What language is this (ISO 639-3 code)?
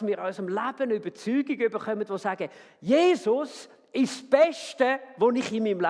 gsw